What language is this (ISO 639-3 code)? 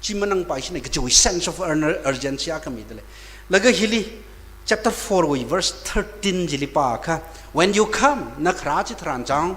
nmf